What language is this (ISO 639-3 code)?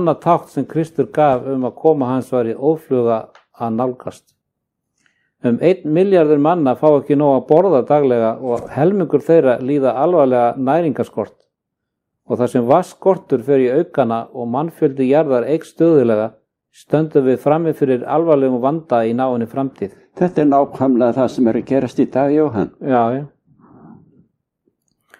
isl